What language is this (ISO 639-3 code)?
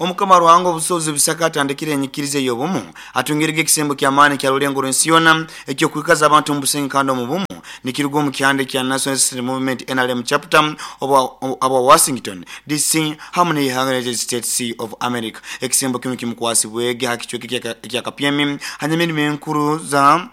nyo